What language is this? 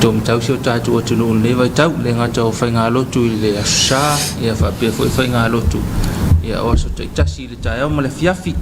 Samoan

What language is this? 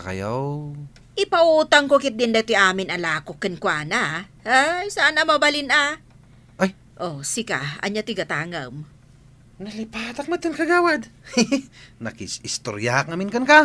Iloko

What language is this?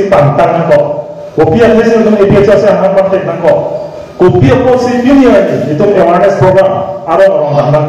Karbi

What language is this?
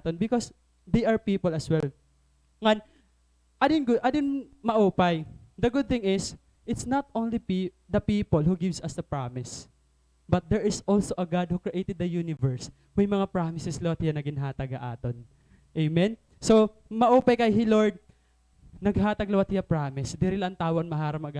Waray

